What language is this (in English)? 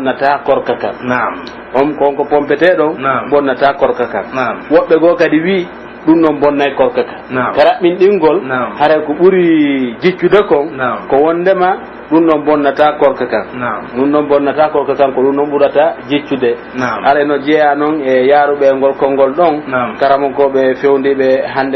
Pular